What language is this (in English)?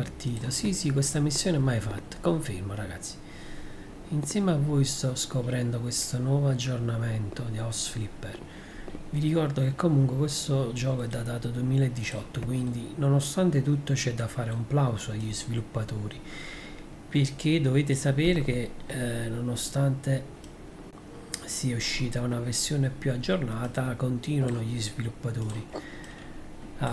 Italian